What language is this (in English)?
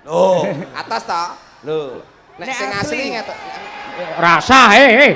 Javanese